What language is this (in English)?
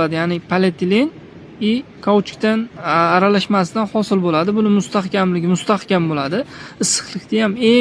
Uzbek